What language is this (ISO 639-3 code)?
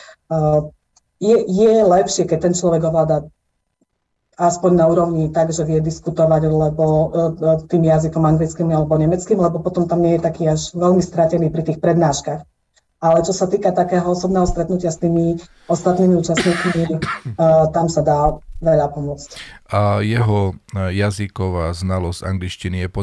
slk